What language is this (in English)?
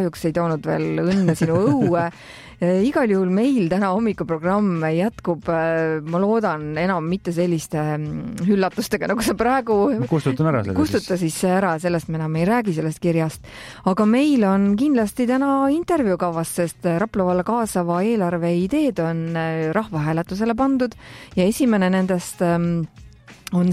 Estonian